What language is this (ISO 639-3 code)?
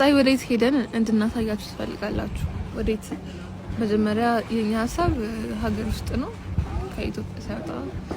amh